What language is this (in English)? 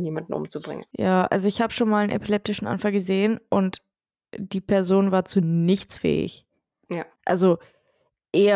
German